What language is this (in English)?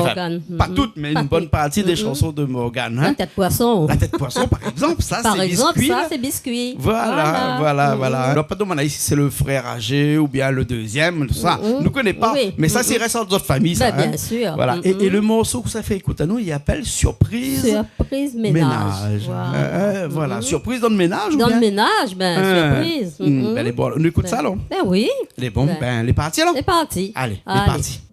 Réunion Creole French